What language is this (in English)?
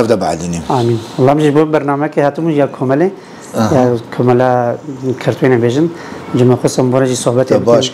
Kurdish